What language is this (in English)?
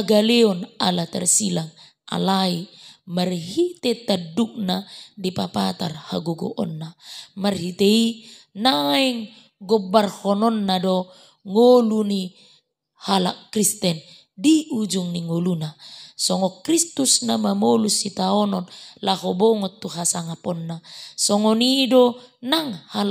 Batak Toba